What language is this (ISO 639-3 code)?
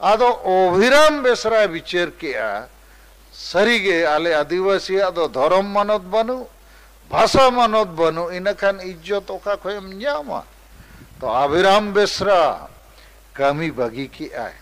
sat